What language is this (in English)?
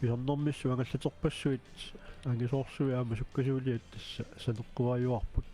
Kalaallisut